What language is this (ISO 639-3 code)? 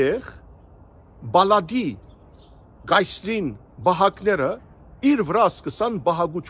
hyw